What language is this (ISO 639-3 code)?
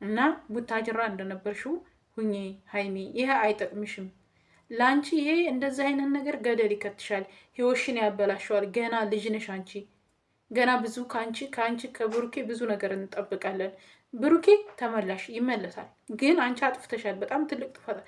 amh